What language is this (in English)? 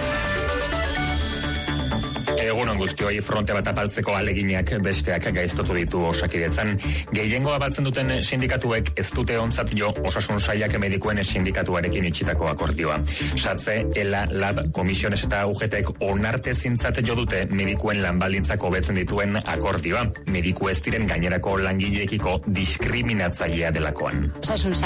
Basque